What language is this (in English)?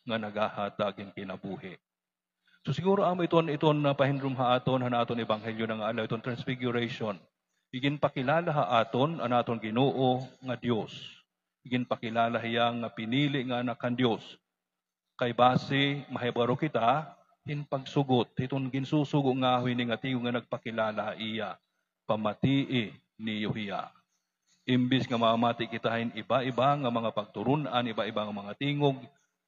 Waray